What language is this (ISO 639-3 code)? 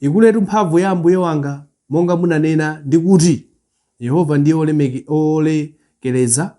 nya